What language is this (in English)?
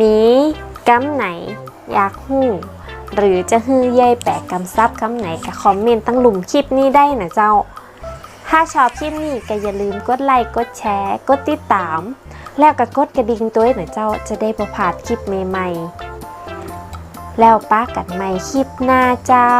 Northern Thai